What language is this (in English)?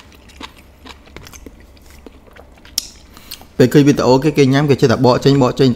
Vietnamese